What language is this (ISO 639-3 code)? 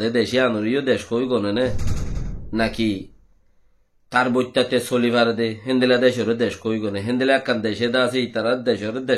rhg